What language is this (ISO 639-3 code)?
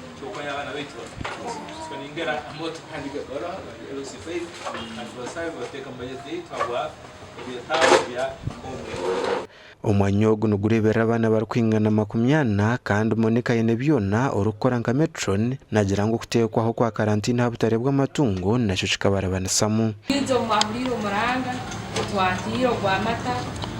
nyn